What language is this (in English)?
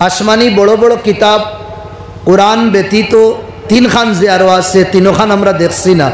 Sylheti